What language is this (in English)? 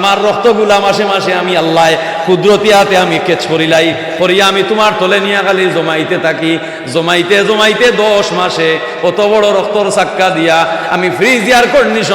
Sylheti